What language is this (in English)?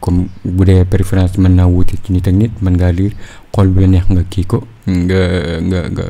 Wolof